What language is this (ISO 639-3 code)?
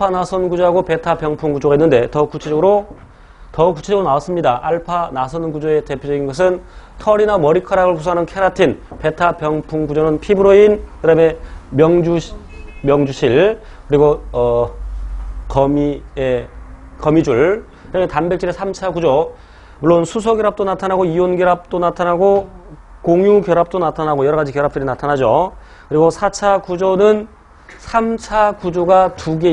kor